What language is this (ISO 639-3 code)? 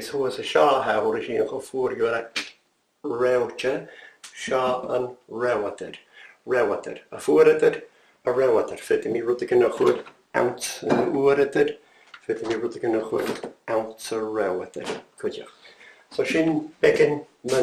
gla